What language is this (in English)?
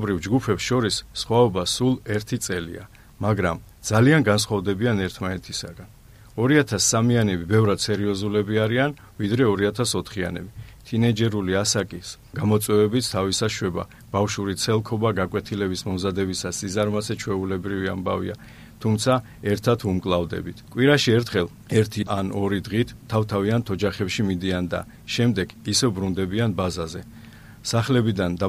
Georgian